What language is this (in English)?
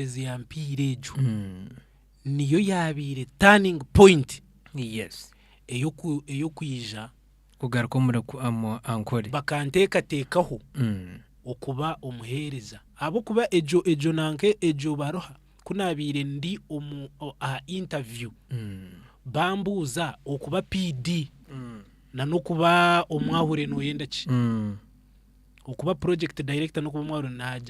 Nyankole